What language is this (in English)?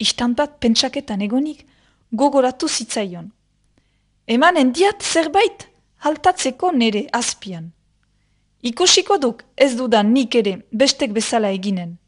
Basque